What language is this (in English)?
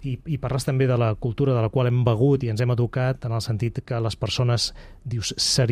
Catalan